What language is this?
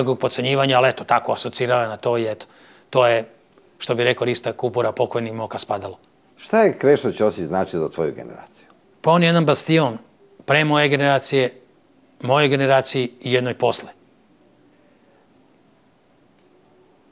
Serbian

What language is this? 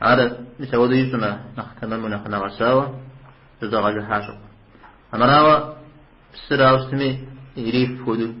Kabardian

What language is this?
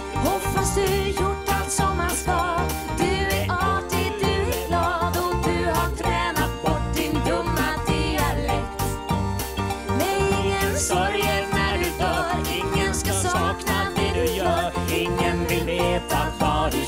Swedish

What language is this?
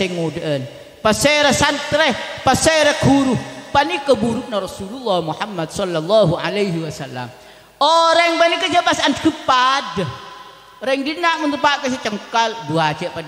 Madurese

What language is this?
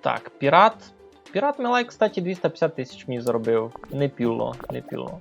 Rusyn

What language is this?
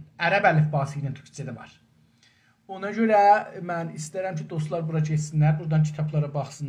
South Azerbaijani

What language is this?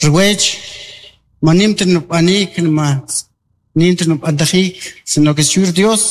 Kʼicheʼ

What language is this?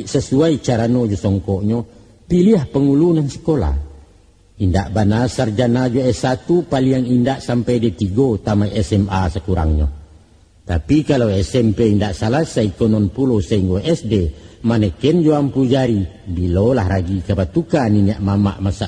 Minangkabau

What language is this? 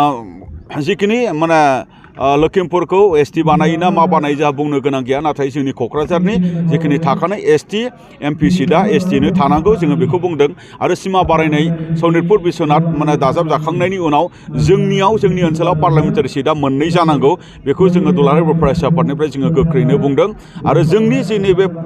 Bodo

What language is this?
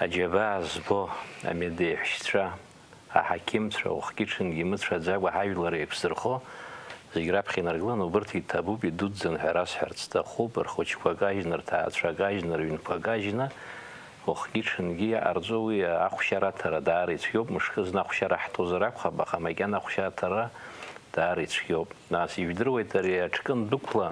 Abkhazian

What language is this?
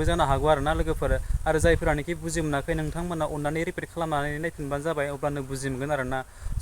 Bodo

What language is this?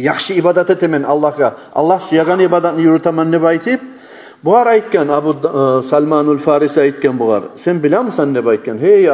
Kumyk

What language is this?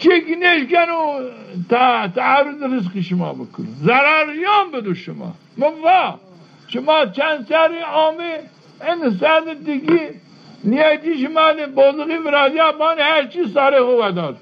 Zaza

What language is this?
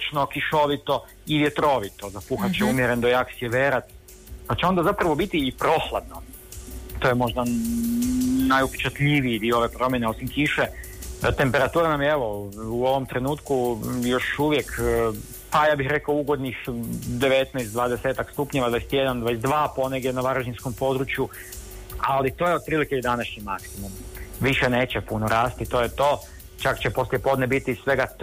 Croatian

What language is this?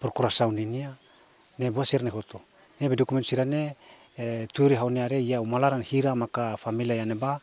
Tetum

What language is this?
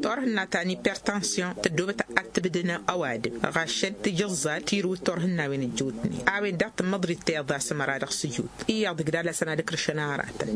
Tamasheq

